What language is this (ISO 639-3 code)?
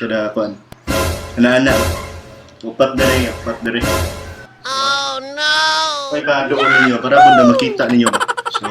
ceb